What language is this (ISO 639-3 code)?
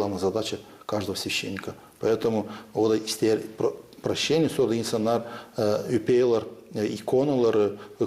gag